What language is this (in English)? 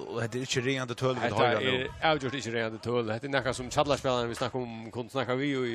Faroese